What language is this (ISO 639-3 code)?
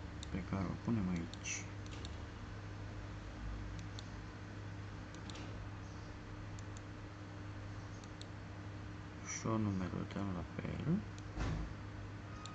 ron